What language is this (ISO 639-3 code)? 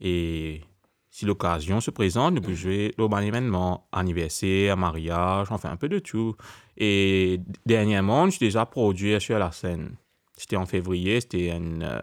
mfe